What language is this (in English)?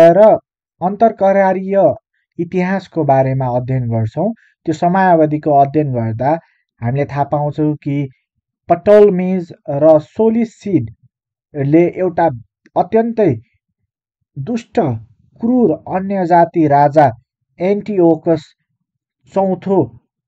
Nepali